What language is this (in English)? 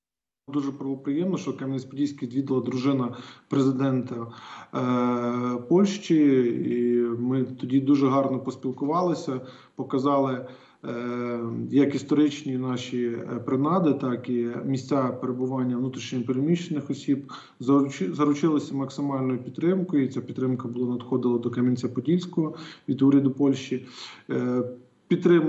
Ukrainian